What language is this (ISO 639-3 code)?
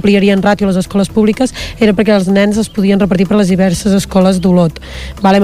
cat